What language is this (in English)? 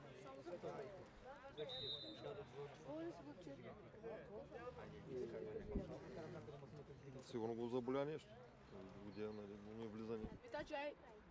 Bulgarian